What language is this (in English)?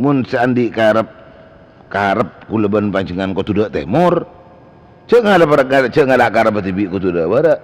Madurese